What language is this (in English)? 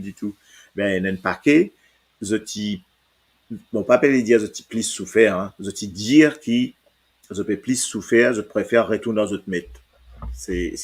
Morisyen